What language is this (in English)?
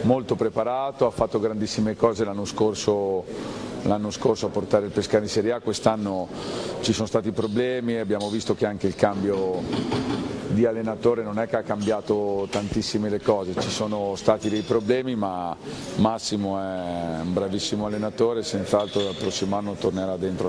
Italian